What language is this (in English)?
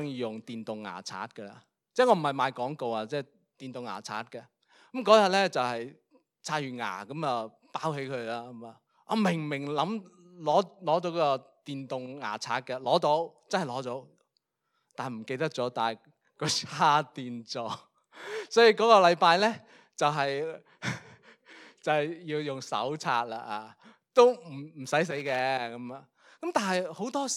Cantonese